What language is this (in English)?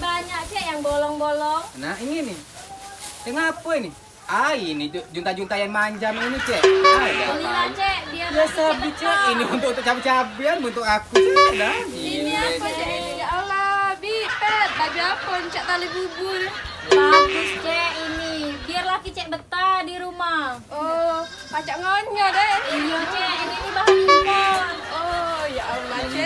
Musi